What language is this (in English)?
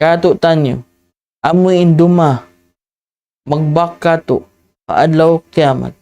Tausug